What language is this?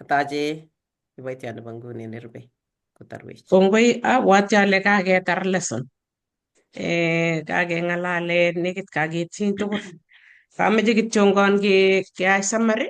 Kalenjin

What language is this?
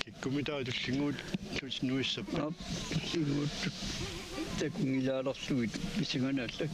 Kalaallisut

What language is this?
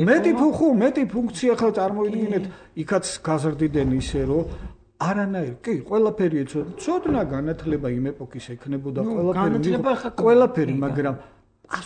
Georgian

